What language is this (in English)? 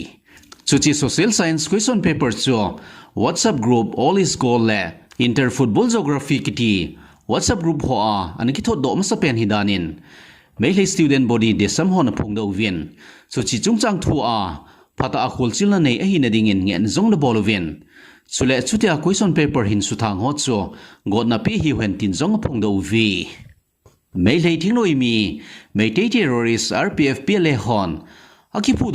Thado Chin